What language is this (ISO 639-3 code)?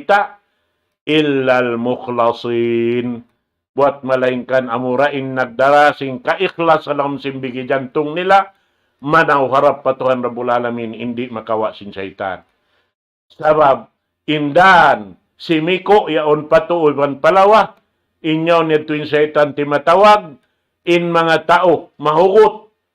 tsg